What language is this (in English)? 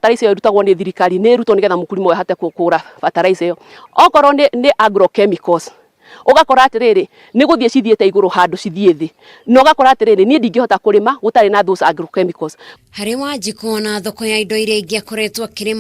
Kikuyu